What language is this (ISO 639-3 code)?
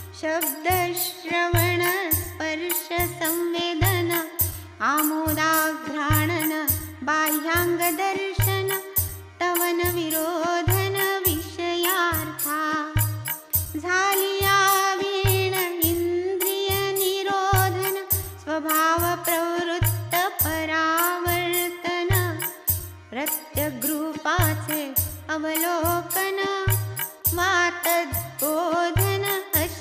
mar